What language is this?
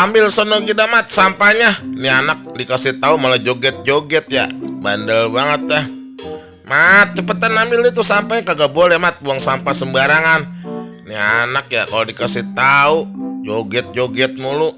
Betawi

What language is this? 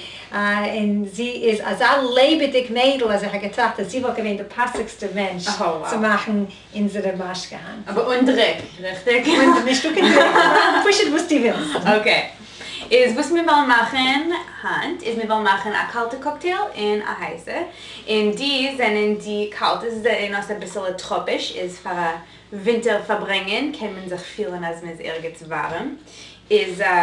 Yiddish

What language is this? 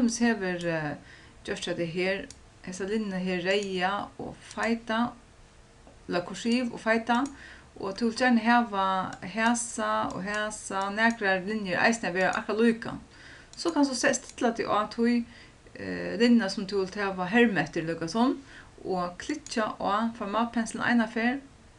Faroese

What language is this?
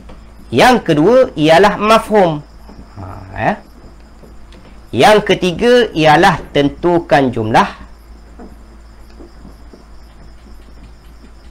Malay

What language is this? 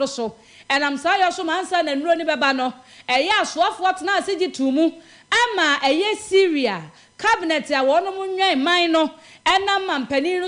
Akan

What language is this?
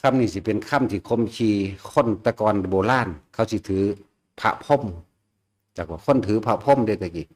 Northeastern Thai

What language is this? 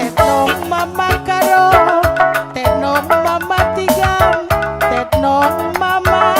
Batak Karo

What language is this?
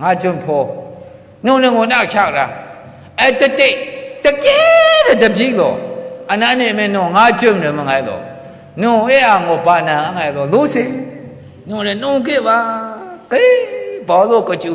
Maru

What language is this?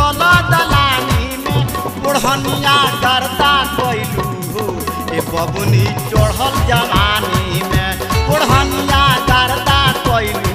Bhojpuri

